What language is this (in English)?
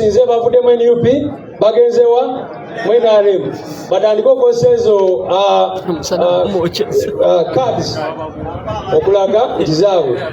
Ganda